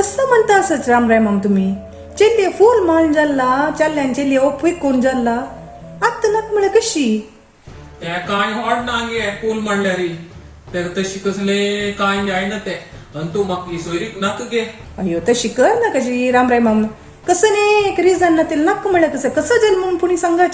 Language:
Konkani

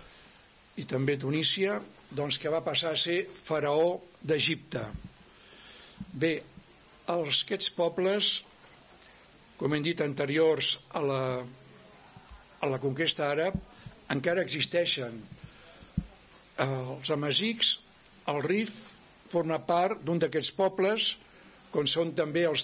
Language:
Catalan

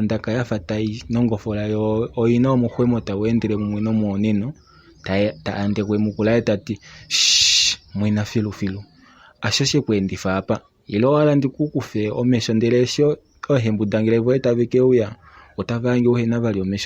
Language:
Kuanyama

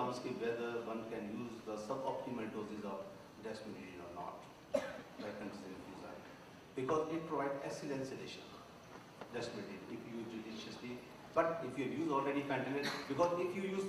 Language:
English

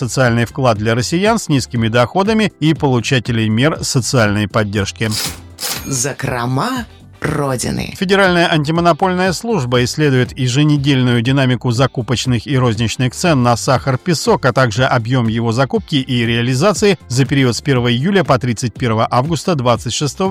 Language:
Russian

